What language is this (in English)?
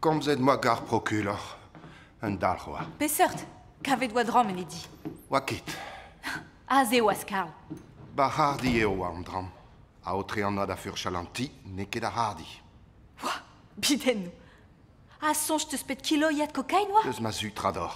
Breton